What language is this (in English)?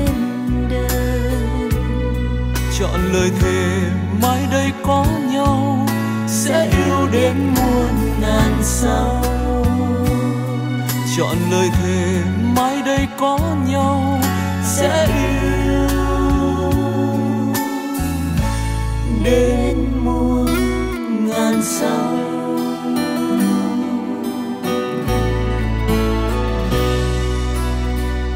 Vietnamese